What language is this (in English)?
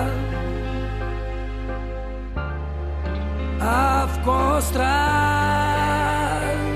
Ukrainian